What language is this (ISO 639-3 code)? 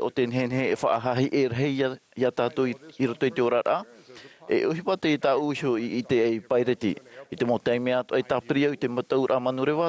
tah